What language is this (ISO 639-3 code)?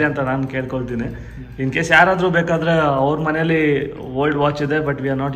kan